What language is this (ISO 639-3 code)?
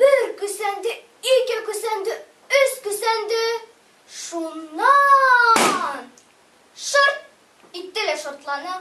bak